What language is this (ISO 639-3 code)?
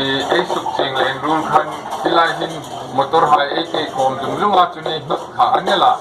hmr